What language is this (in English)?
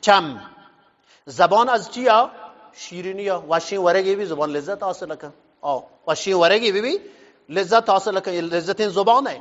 Eastern Balochi